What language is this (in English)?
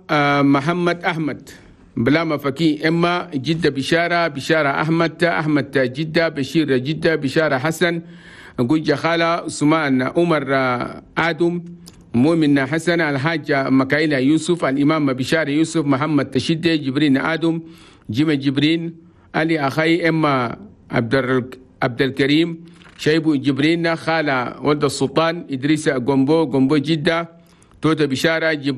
Chadian Arabic